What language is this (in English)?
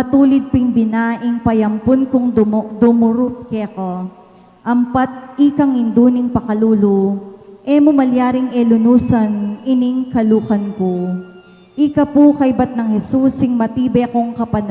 Pampanga